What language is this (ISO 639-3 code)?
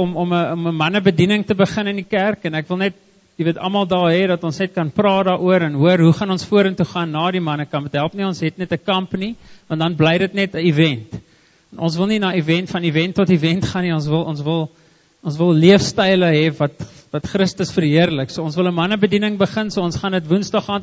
afr